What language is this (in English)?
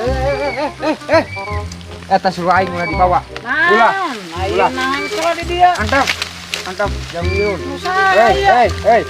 Sundanese